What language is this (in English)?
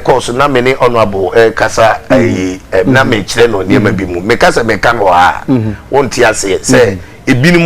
Akan